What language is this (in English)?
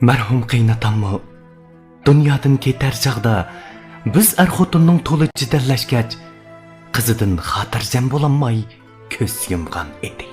Uyghur